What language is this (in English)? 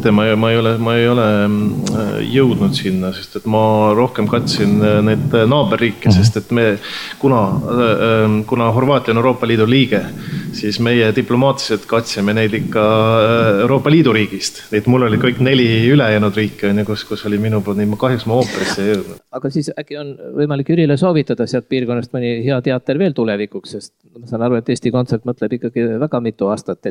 Estonian